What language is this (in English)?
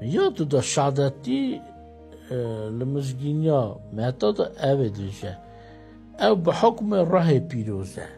Kurdish